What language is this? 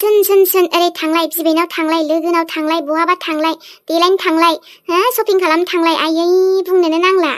Bodo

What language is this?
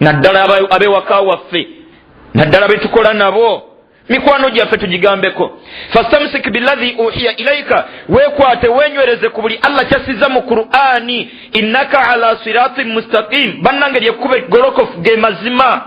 Ganda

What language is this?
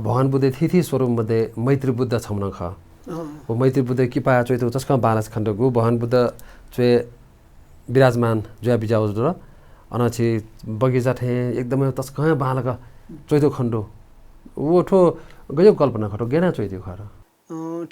Newari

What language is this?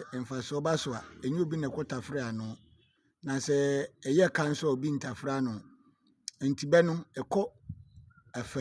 Akan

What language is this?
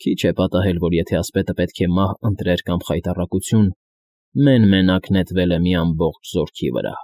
Armenian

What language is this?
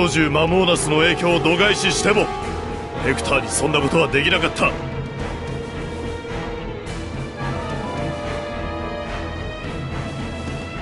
Japanese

